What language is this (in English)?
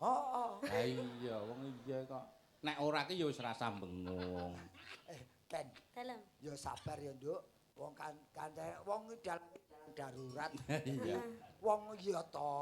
Javanese